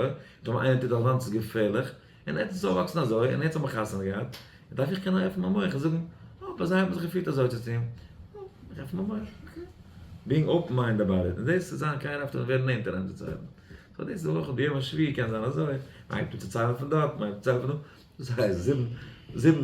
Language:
Yiddish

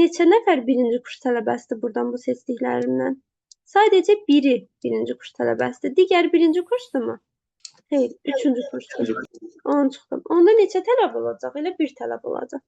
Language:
Azerbaijani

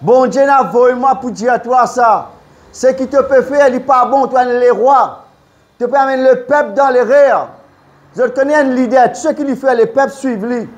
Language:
Morisyen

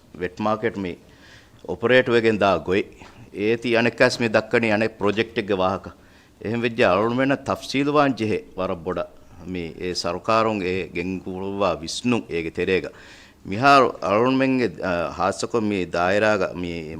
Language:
Divehi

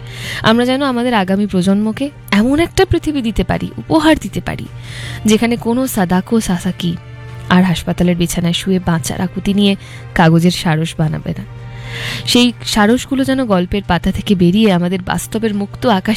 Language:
Bangla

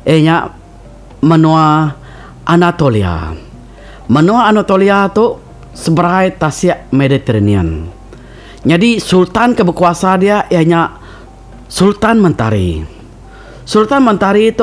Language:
Iban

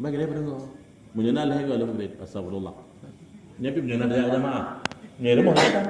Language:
Achinese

